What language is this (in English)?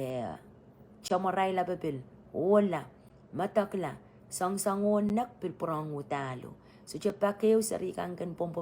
Pohnpeian